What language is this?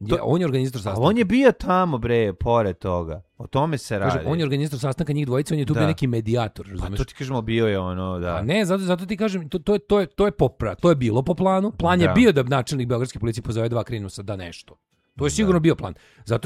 Serbian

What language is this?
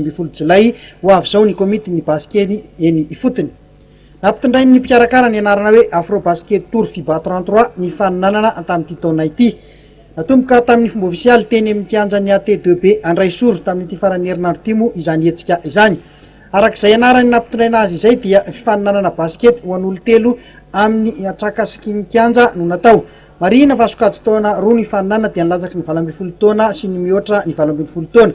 Malagasy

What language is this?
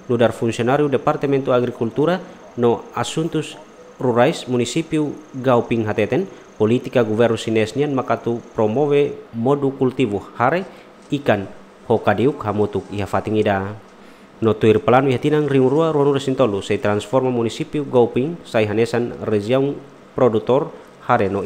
Tetum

